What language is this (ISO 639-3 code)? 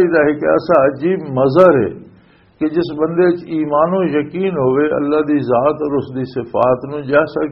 lah